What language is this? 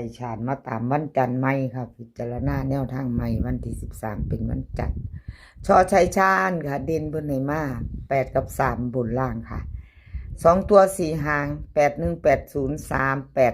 Northeastern Thai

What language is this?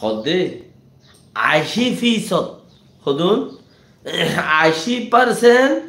Rohingya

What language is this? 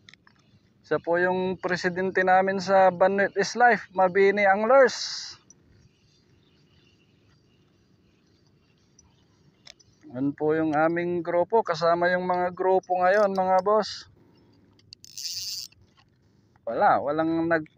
Filipino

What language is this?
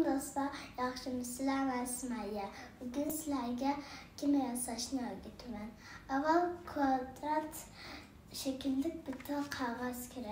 Uyghur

